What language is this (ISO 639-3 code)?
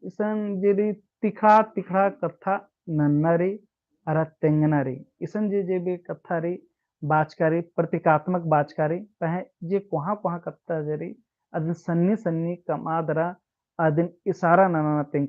kru